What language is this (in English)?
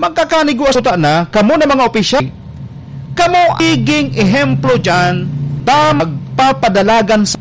Bikol